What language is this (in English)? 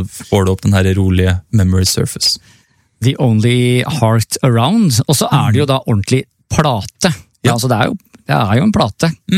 Norwegian